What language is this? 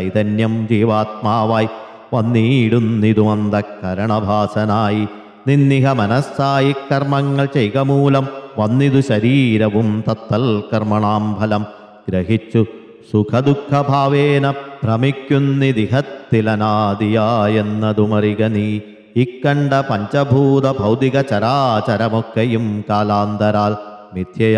Malayalam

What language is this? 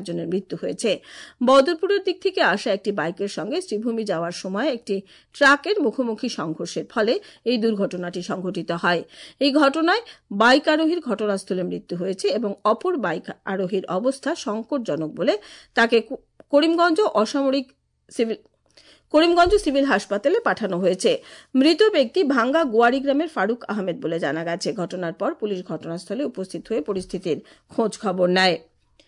Bangla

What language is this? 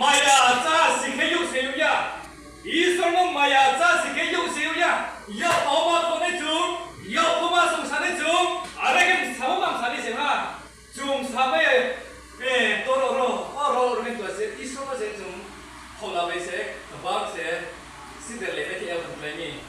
Riang (India)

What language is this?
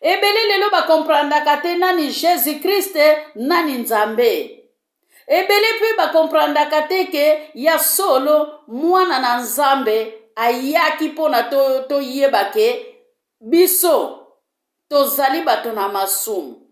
Lingala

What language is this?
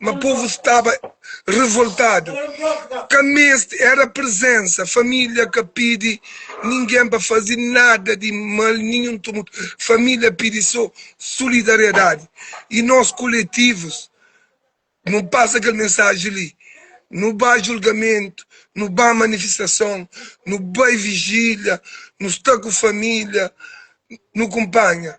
Kabuverdianu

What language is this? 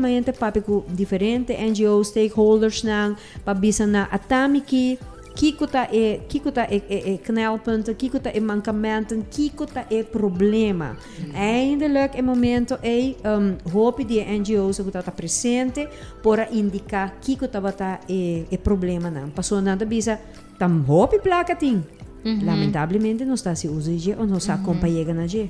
Papiamento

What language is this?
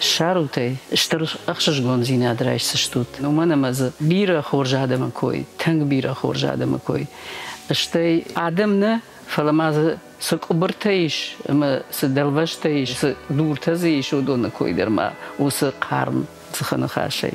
Ossetic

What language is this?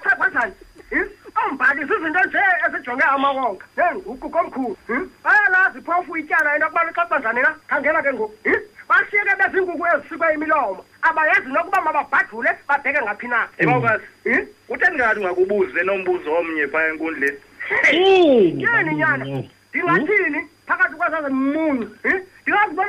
Xhosa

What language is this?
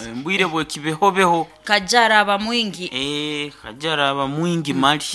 Nyankole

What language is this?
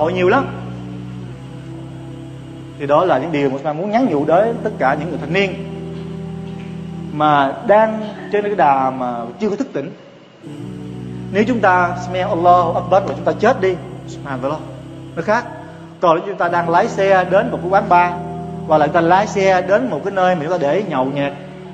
Vietnamese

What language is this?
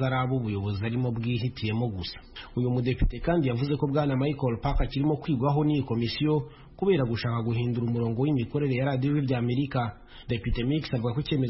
Kinyarwanda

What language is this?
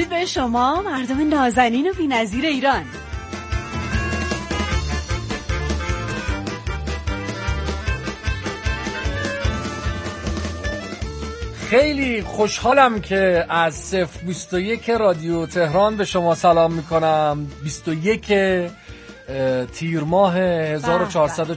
Persian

